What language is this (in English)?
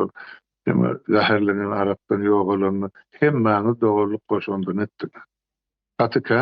Turkmen